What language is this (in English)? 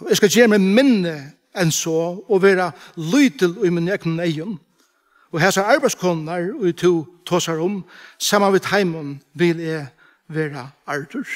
Faroese